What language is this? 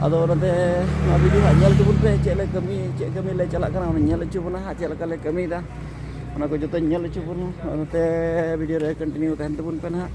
Santali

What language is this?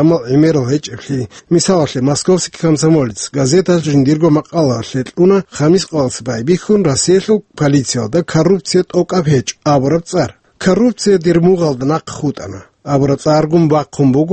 Avaric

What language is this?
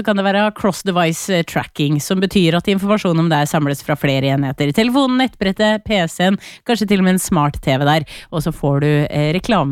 Norwegian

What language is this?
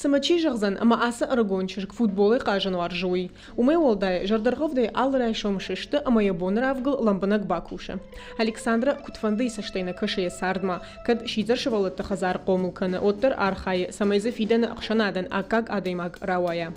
Ossetic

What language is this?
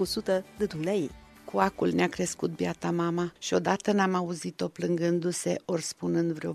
Romanian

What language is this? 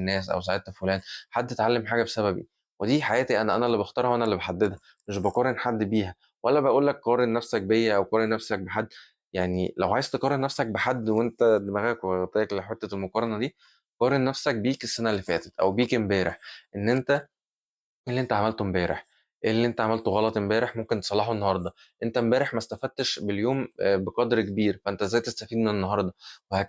Egyptian Arabic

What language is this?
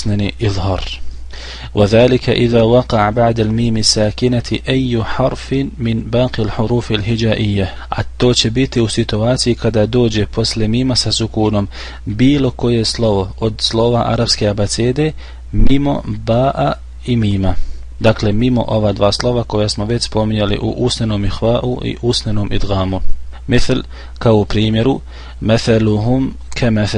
Bosnian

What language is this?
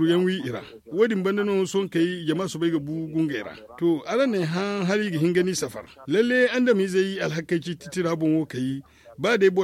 Zarma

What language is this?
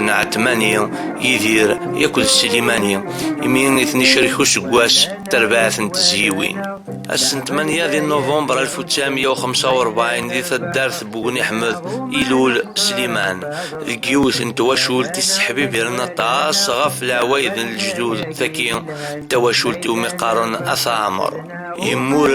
Kabyle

